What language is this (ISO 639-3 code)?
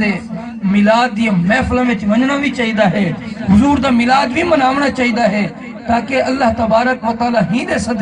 skr